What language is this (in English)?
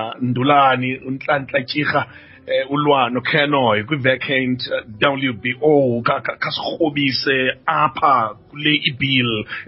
Xhosa